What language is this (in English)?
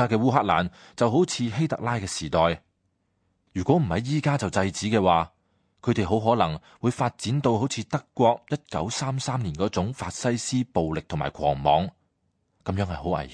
Cantonese